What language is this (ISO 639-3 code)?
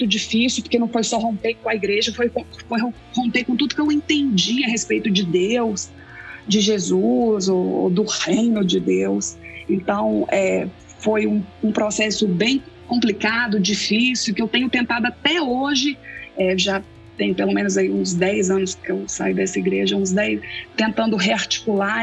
por